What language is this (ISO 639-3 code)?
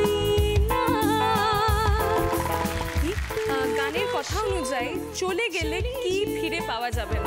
ben